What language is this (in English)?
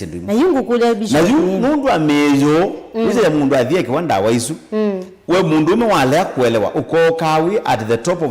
Kamba